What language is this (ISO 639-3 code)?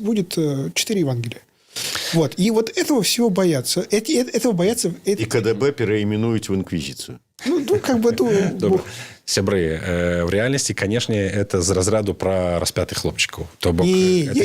bel